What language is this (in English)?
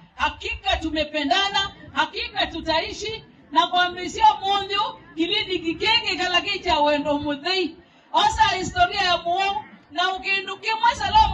Kamba